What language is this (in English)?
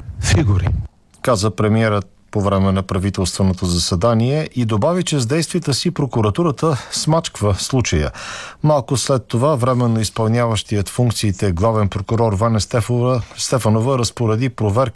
Bulgarian